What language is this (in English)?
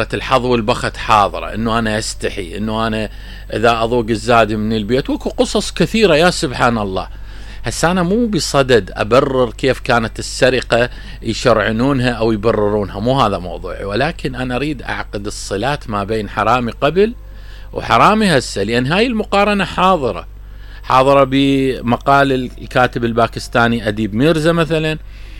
Mesopotamian Arabic